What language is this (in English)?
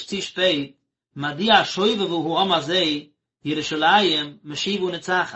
Yiddish